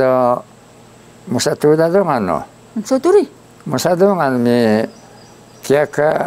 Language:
Taroko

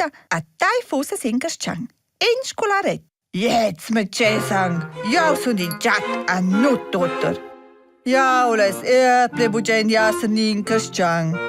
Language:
Romansh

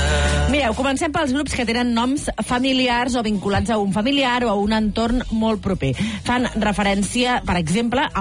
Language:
Catalan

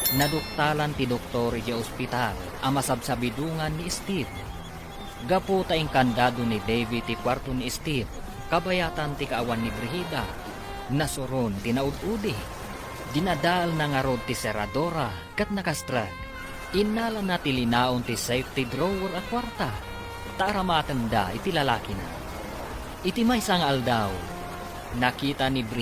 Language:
Iloko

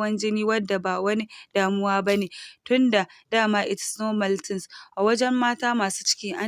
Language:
Hausa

